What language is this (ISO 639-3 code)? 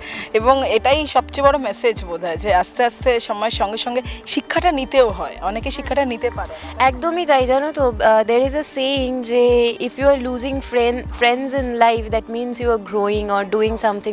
ben